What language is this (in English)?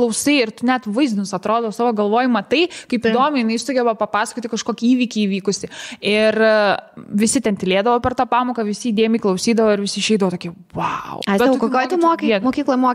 Lithuanian